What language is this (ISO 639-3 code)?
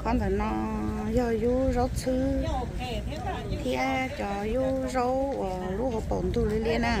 hmn